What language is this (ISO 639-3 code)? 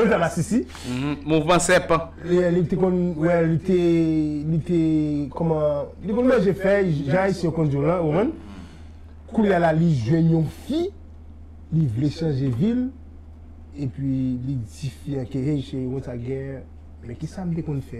hat